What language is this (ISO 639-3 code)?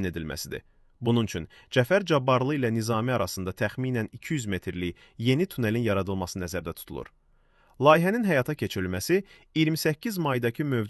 aze